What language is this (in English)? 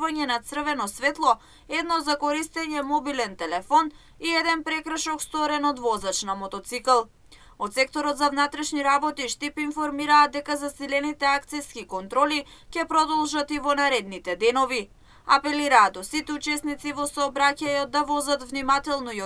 Macedonian